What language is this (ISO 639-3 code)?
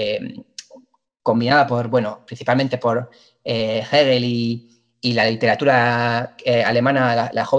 spa